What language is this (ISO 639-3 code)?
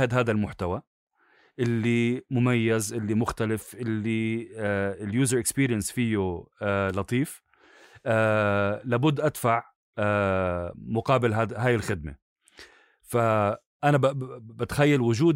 apc